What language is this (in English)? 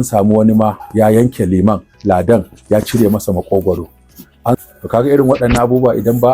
Hausa